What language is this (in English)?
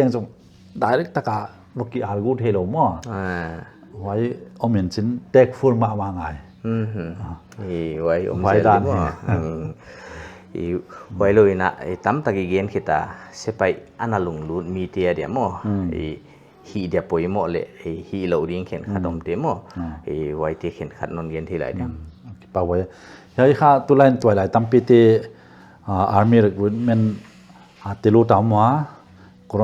Paite Chin